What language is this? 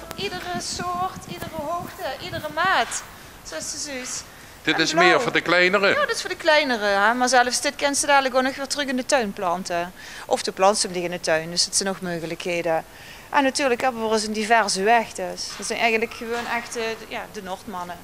Limburgish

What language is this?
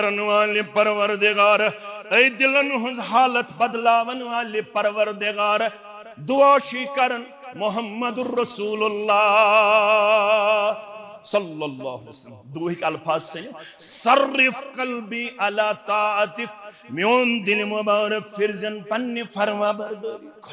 Kashmiri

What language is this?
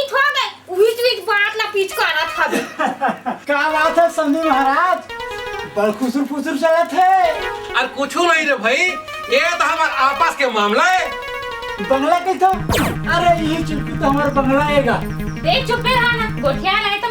Chhattisgarhi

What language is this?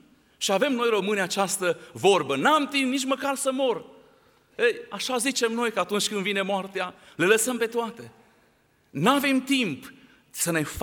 Romanian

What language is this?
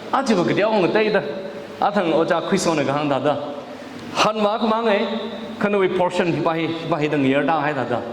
Tangkhul Naga (India)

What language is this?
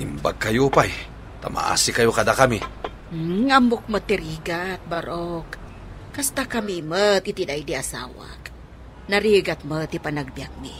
Iloko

